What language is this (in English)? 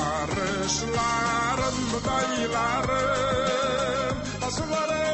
Tatar